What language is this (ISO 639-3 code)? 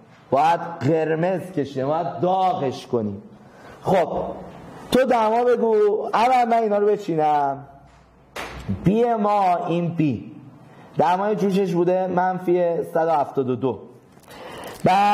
fas